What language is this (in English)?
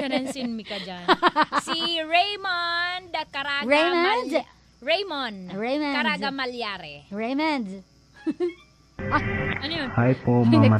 Filipino